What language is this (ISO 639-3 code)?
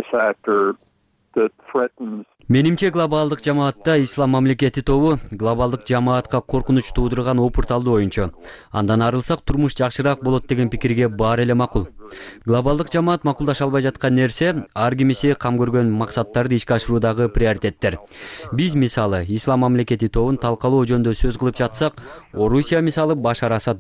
kir